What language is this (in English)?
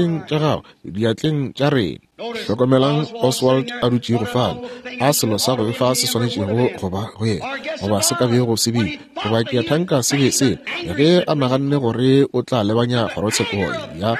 Northern Sotho